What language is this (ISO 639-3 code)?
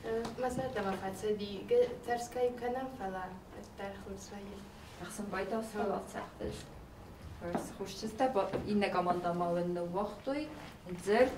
oss